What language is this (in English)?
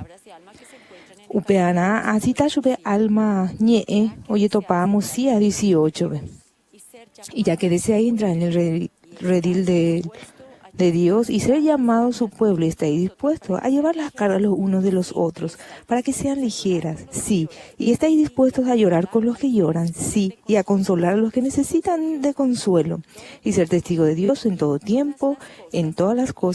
Guarani